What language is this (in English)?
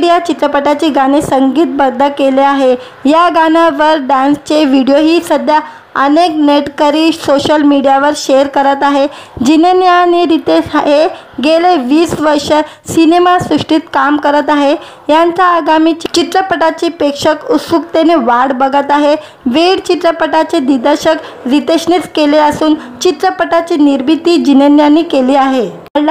Marathi